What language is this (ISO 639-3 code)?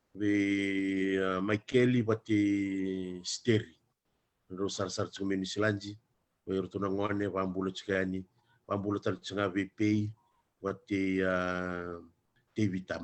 fij